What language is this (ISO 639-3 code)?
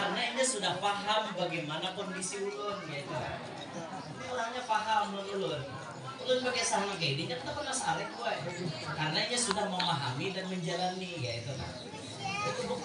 bjn